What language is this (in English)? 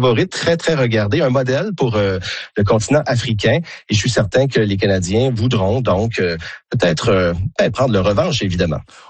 French